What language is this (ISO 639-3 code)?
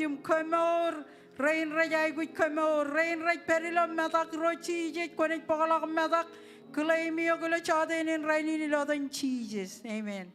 mah